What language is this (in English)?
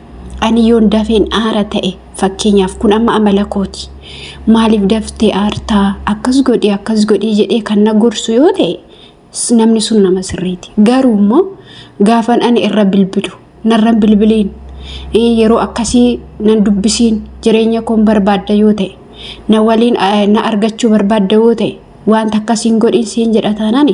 Oromo